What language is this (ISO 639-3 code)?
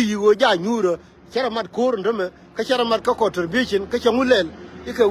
nus